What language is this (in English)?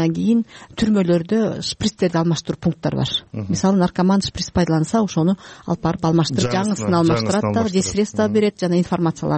Kyrgyz